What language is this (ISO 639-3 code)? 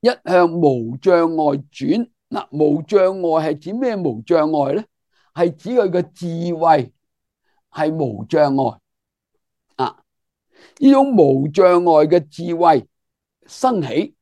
yue